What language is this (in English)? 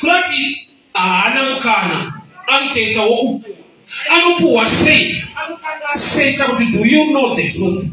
Shona